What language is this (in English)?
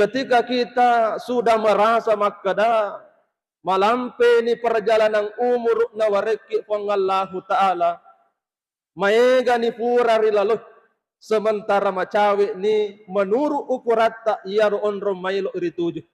Buginese